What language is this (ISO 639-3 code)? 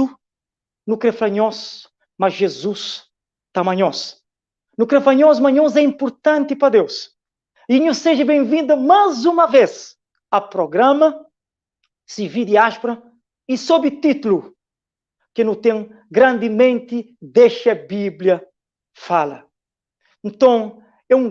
kea